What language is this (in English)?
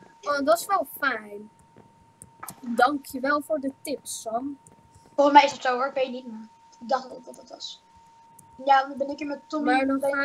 Dutch